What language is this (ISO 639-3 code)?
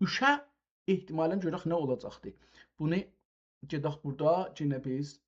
azb